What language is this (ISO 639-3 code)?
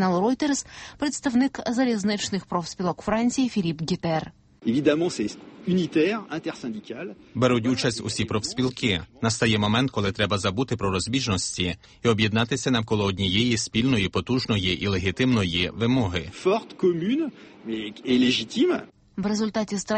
ukr